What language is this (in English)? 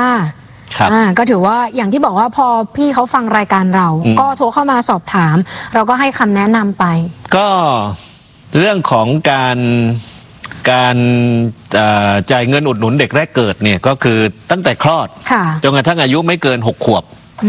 Thai